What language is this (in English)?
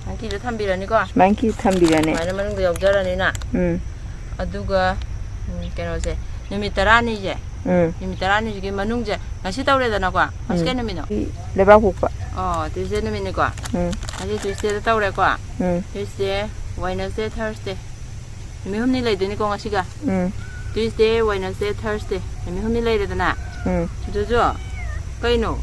Manipuri